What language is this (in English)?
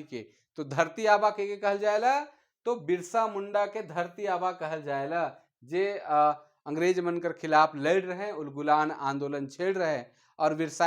Sadri